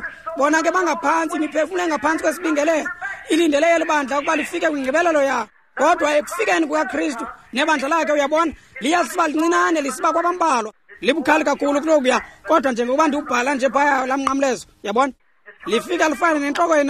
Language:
Xhosa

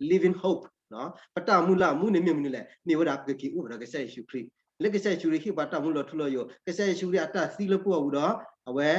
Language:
S'gaw Karen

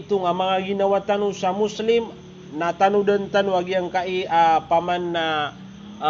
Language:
Maranao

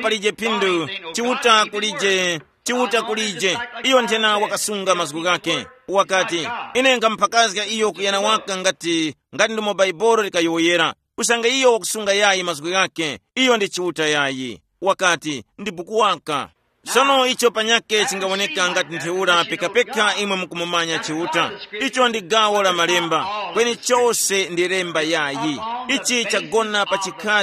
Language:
Tumbuka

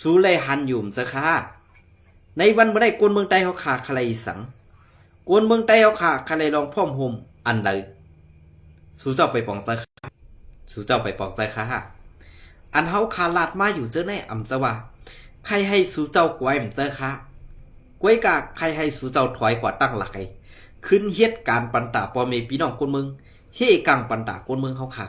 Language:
Shan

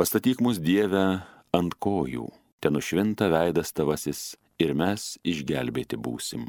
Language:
Lithuanian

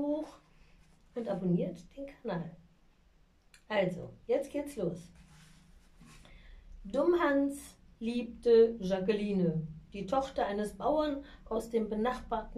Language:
German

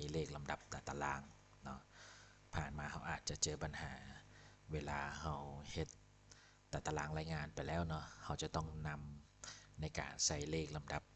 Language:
Lao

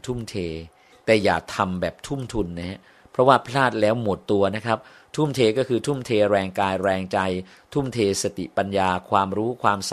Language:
Thai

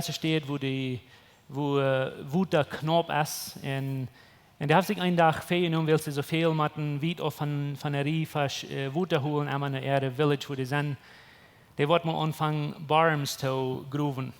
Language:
Plautdietsch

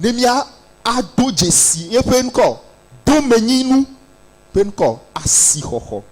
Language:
Ewe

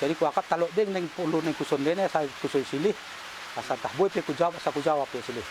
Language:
Batak Dairi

